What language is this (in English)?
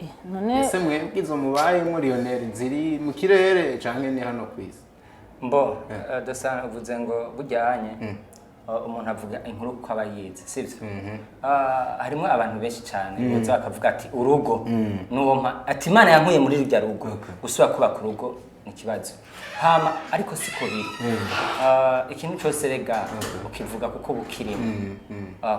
Rundi